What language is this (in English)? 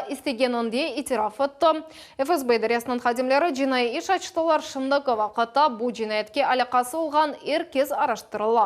Crimean Tatar